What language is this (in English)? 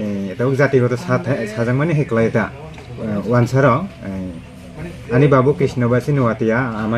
Kok Borok